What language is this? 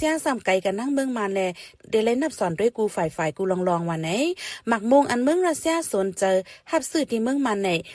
Shan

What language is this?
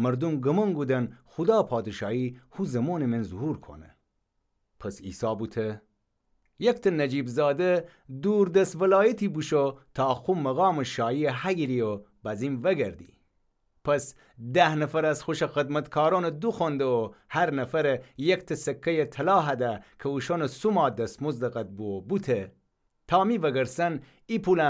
Gilaki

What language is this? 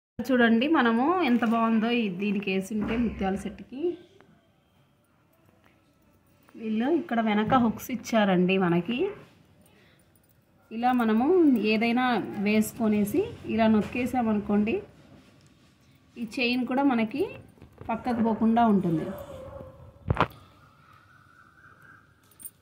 Telugu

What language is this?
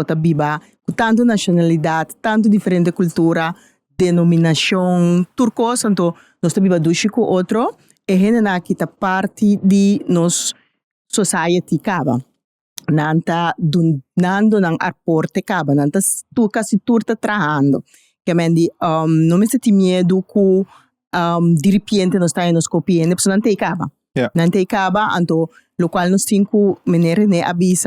Papiamento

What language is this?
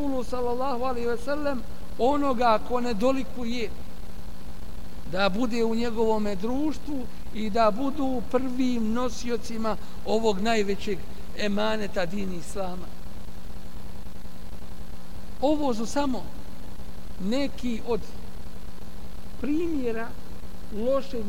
Bosnian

